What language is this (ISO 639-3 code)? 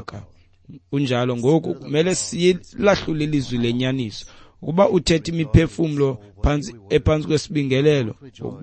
xho